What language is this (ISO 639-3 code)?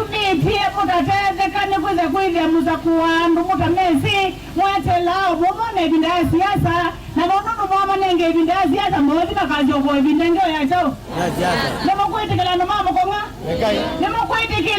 kam